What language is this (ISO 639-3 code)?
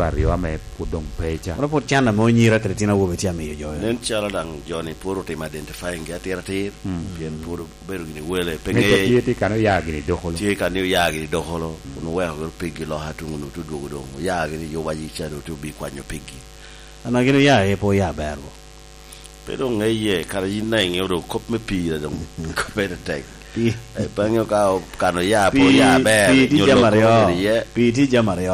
laj